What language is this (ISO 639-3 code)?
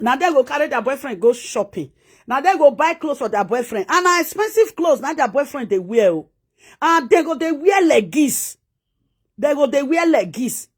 pcm